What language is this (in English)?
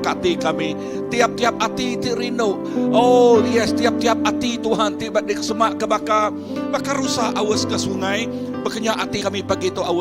Iban